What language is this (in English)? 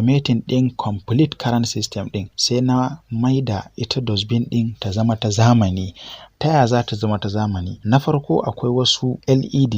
Hausa